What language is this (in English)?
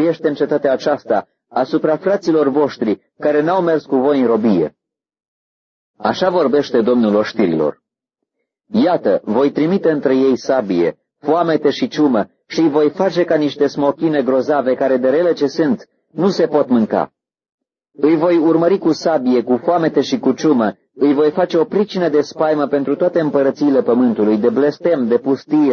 Romanian